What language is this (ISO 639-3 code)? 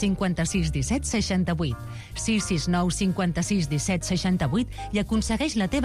cat